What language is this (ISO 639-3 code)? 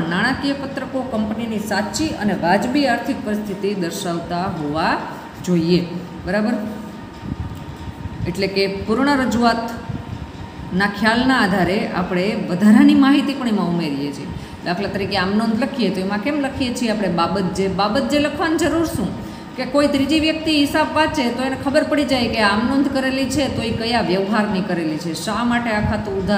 guj